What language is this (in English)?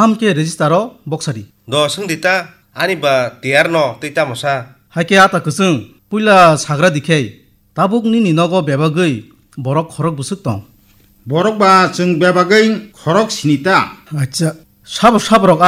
Kok Borok